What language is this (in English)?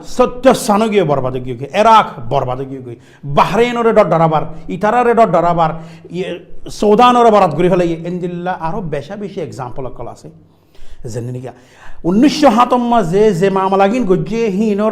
Rohingya